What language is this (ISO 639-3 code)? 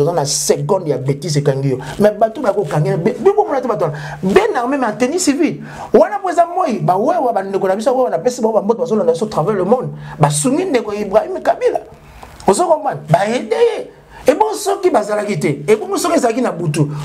lin